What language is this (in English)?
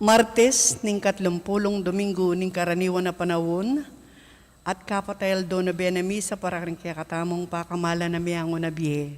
Pampanga